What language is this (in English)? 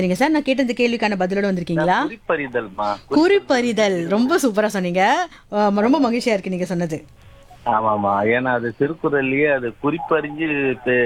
Tamil